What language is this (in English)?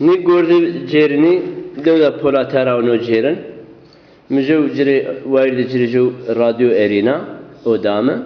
Zaza